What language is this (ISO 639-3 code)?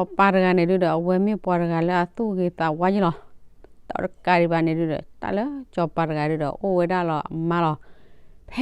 ksw